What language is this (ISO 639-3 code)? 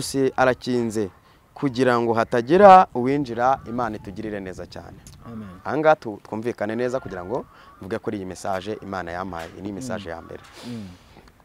kin